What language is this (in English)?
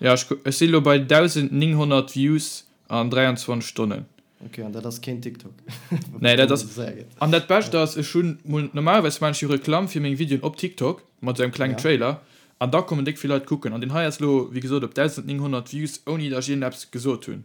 Luxembourgish